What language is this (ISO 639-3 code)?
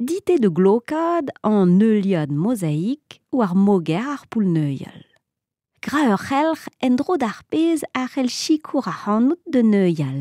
bre